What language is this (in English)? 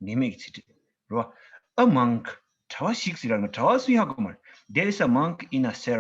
Tibetan